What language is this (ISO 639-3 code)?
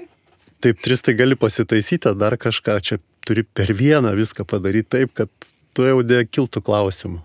lit